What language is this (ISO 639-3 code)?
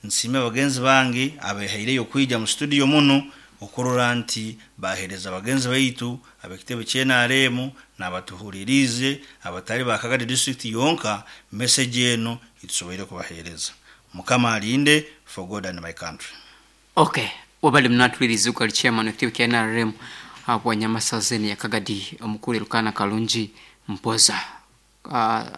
nyo